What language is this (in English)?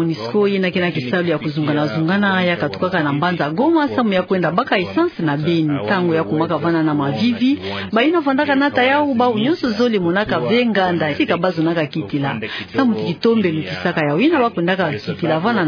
Kituba (Democratic Republic of Congo)